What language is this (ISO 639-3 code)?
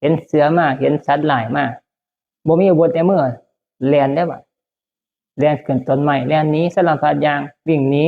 tts